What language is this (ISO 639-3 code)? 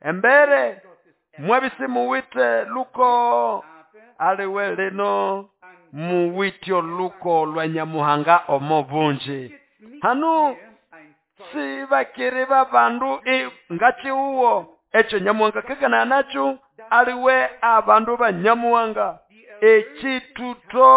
nnb